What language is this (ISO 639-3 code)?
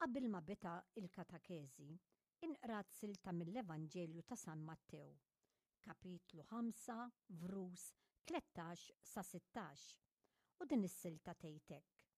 mlt